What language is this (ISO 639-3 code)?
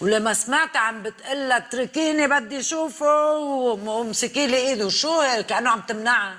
apc